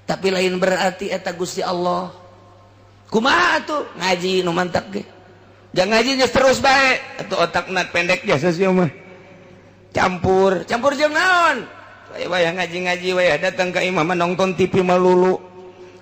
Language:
Sundanese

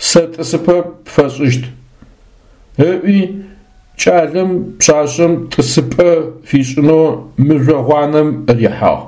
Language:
Adyghe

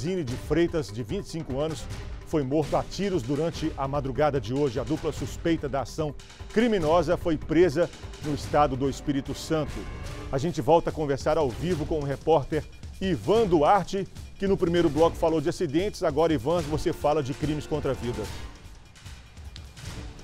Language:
Portuguese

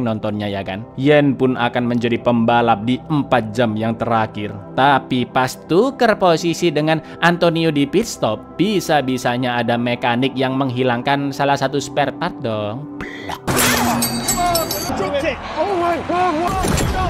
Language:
Indonesian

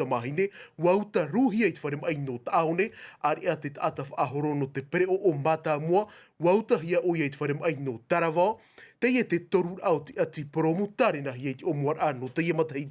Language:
Tahitian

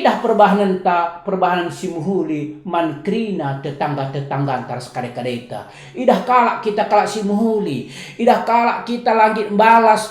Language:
Batak Karo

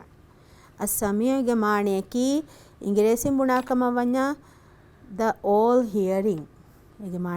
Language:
Divehi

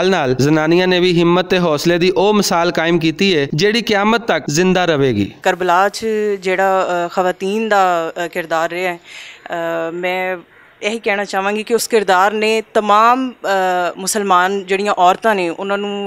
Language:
Western Panjabi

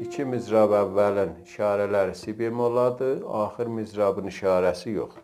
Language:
South Azerbaijani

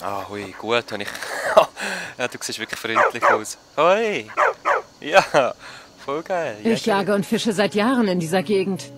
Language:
Swiss German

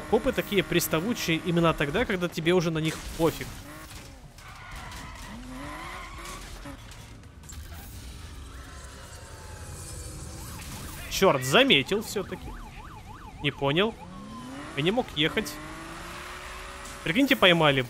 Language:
Russian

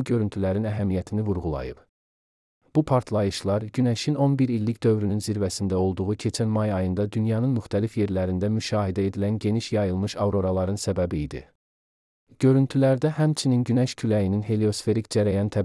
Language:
Azerbaijani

